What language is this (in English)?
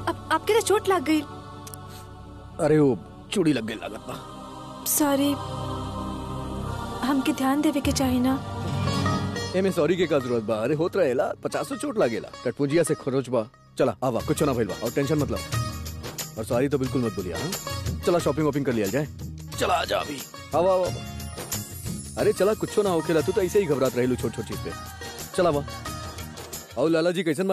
Bhojpuri